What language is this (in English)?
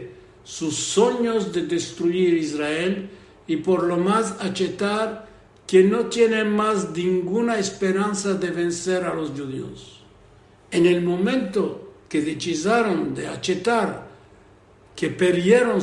Ladino